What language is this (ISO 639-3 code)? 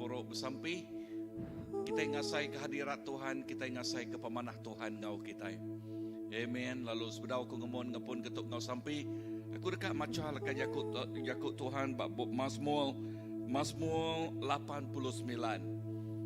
iba